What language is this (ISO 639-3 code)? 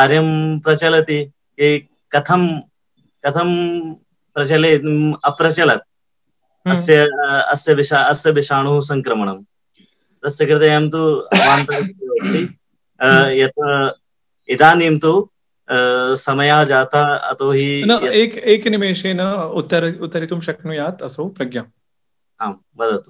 san